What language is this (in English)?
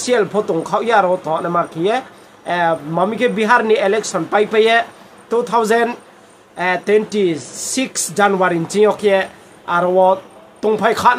Riang (India)